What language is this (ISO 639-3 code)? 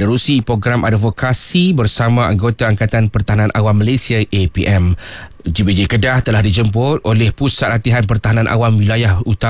msa